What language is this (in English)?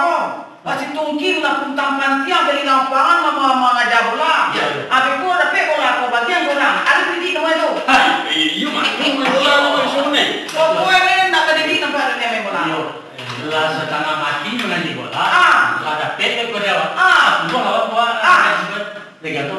Minangkabau